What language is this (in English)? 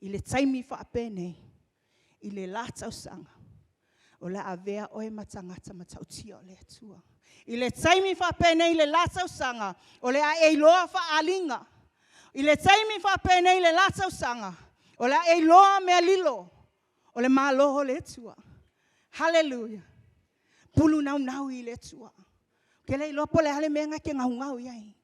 Samoan